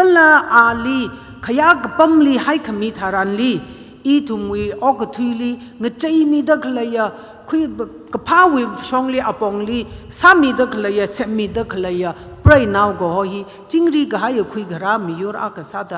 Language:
Tangkhul Naga (India)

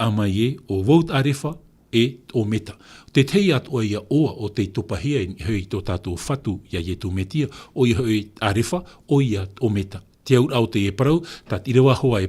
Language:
Tahitian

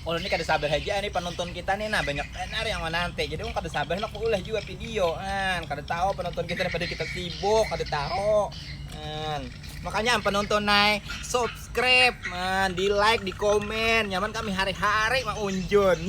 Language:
Banjar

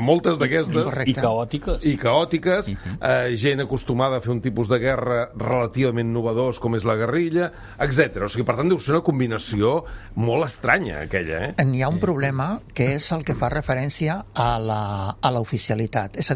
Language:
Catalan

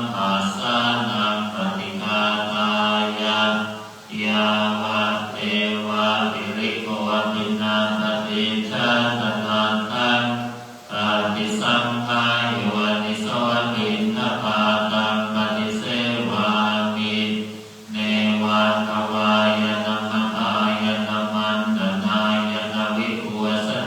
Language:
Pali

